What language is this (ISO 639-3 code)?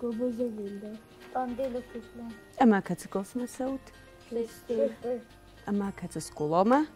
oss